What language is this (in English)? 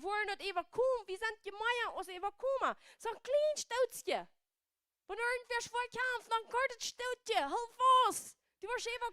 Plautdietsch